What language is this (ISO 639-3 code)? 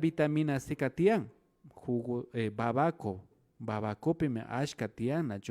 qvi